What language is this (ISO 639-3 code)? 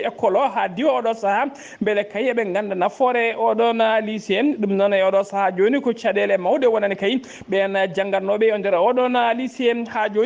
ful